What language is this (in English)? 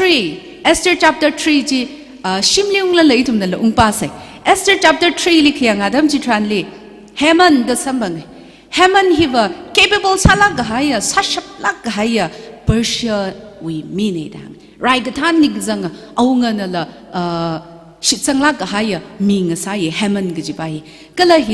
Tangkhul Naga (India)